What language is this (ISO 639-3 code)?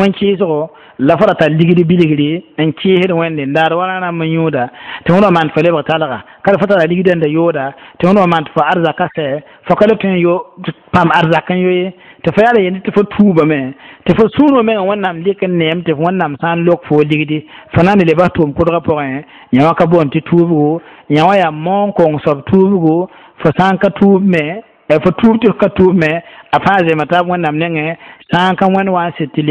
mos